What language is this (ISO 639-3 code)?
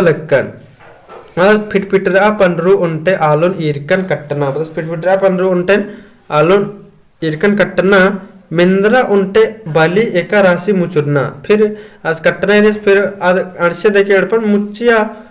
kru